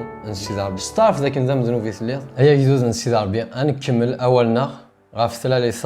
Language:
Kabyle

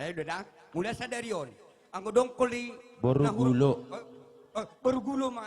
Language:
Batak Simalungun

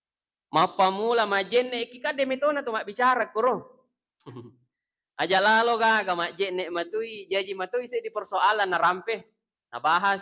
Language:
Buginese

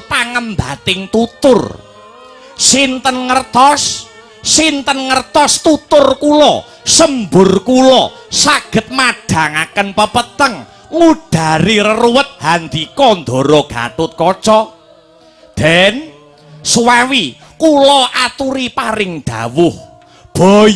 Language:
Javanese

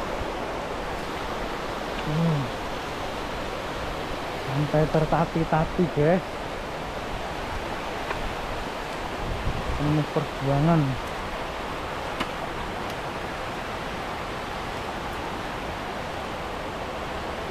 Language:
Indonesian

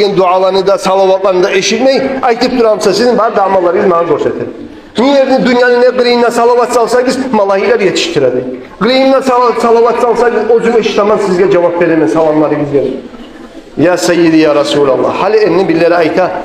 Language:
Kumyk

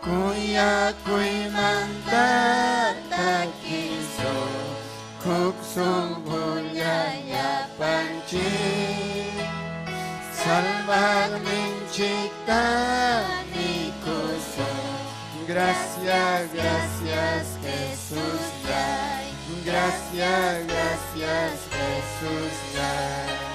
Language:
Ayacucho Quechua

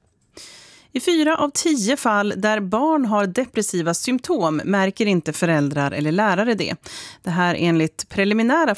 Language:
Swedish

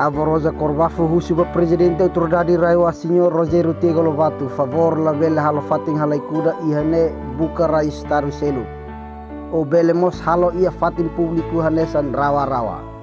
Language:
Tetum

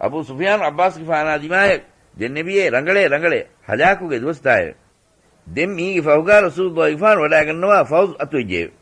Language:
Divehi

